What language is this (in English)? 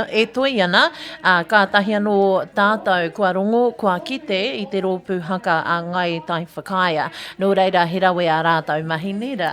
Māori